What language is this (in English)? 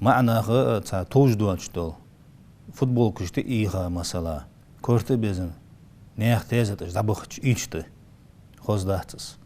Ingush